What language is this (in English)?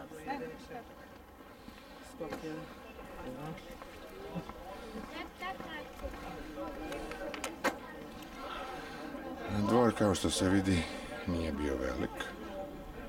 Serbian